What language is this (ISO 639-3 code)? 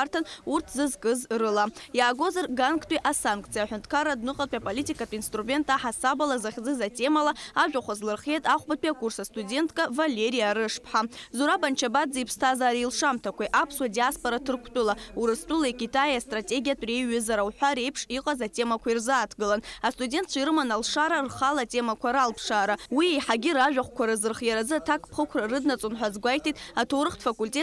abk